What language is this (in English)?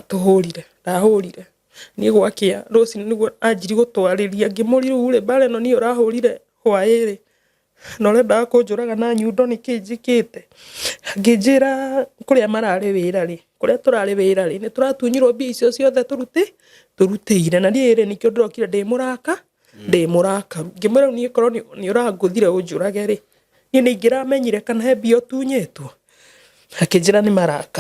Kikuyu